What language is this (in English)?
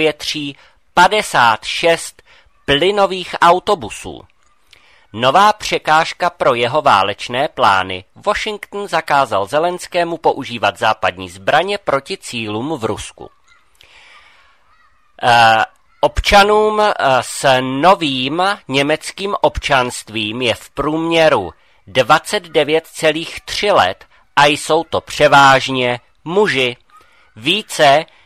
Czech